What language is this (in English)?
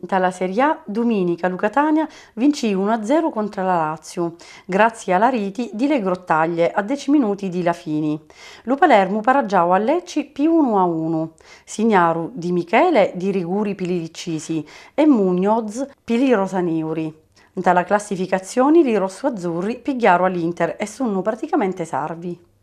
Sicilian